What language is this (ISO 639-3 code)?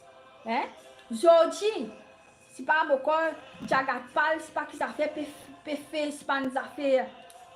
mfe